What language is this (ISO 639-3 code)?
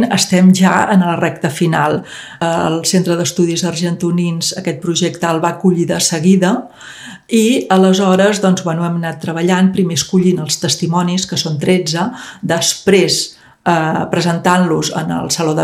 cat